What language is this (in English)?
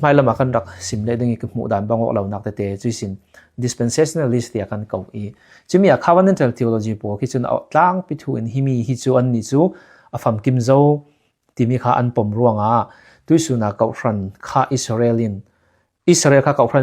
Falam Chin